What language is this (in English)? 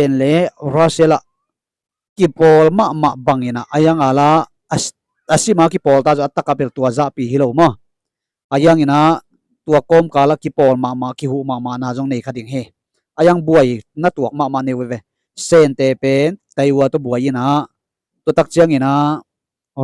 Tedim Chin